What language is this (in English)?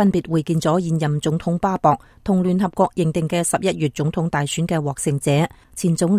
Cantonese